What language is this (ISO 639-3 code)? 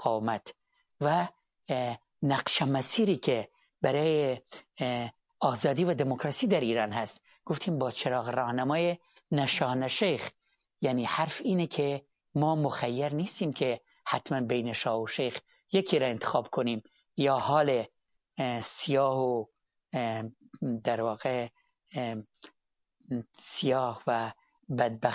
fas